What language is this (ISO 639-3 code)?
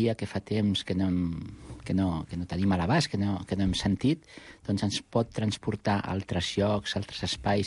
cat